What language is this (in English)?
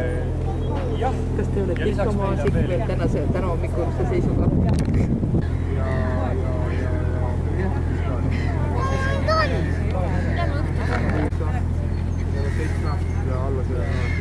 Estonian